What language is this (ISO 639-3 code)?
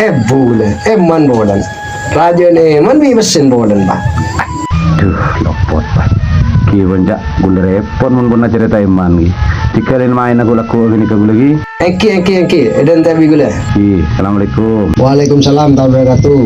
mad